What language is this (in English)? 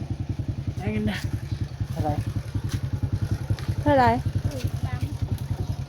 Northeastern Thai